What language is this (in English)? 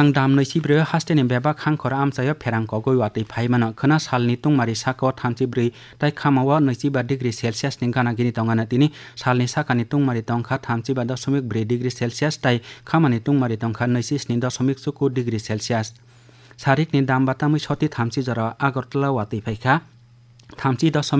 Kok Borok